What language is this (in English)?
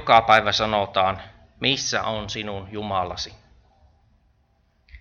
Finnish